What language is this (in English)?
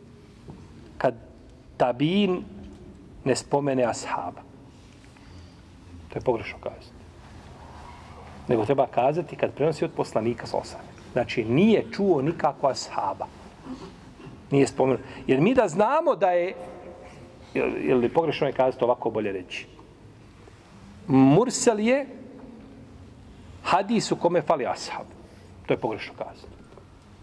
Bosnian